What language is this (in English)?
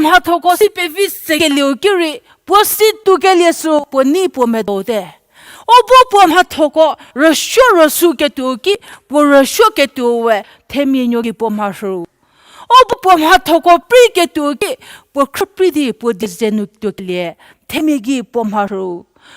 Angami Naga